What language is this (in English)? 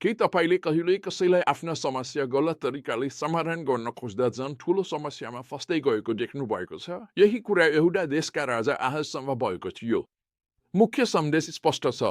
Nepali